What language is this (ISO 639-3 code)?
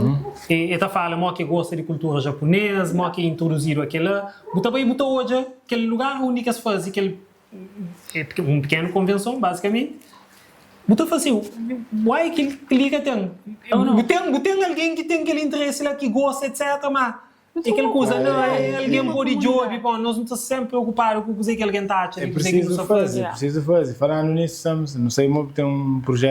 kea